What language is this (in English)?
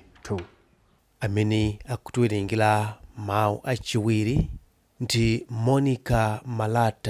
Nyanja